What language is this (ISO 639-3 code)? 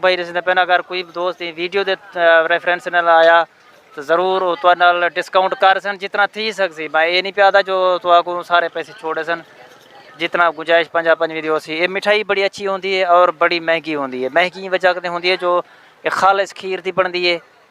skr